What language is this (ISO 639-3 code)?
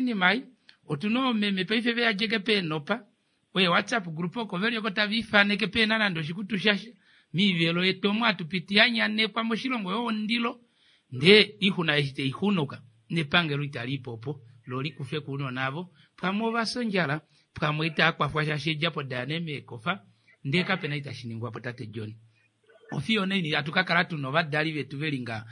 kua